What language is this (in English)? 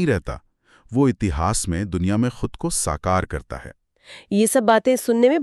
Hindi